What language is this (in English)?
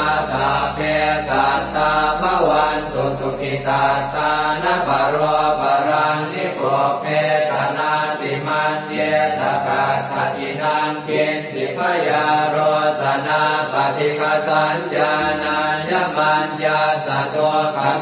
Pali